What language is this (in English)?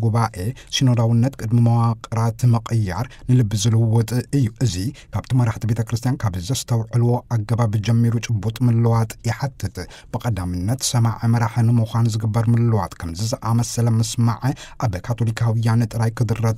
Tigrinya